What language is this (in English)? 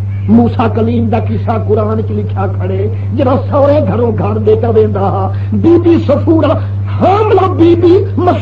Saraiki